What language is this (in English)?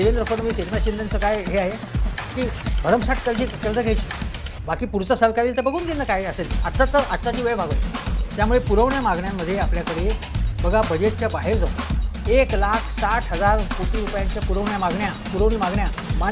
Marathi